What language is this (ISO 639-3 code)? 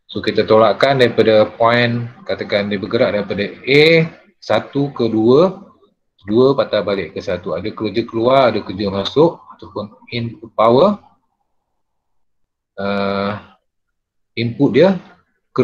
msa